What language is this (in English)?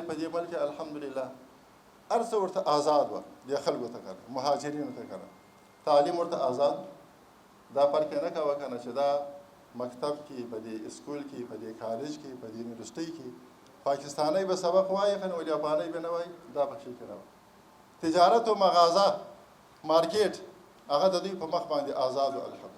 Pashto